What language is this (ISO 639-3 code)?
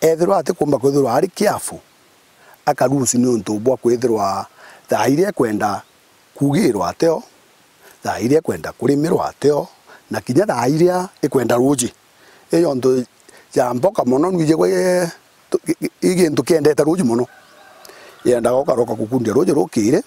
mer